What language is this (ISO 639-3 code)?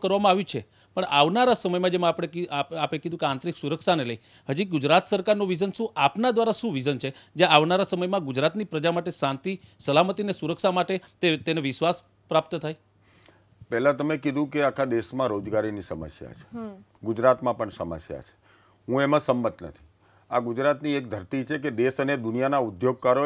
guj